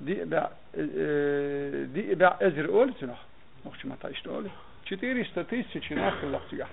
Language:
Chechen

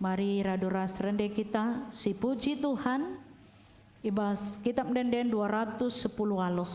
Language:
Batak Karo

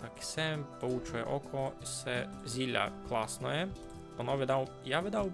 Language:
Rusyn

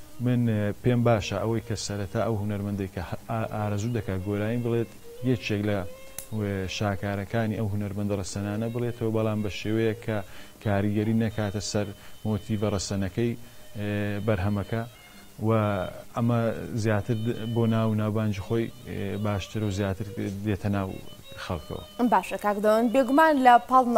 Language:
Central Kurdish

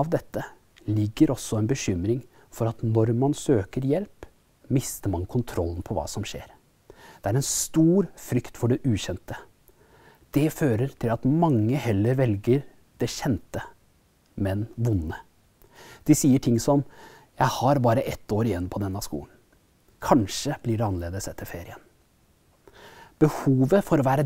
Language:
Norwegian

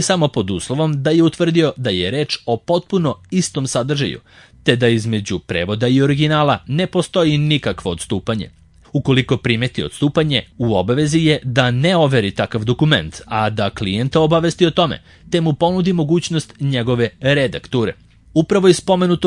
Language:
Serbian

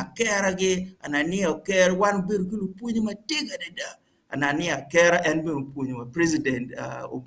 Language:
Acoli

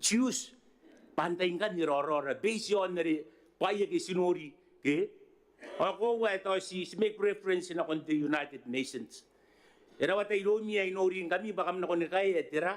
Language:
Gilbertese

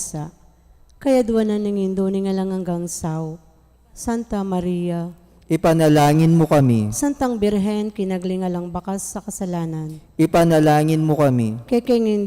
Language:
Pampanga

